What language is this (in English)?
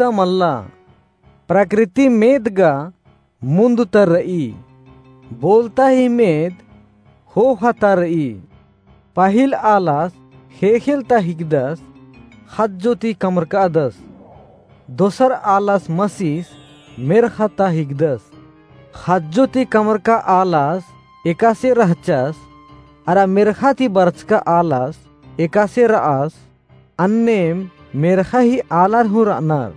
Kurukh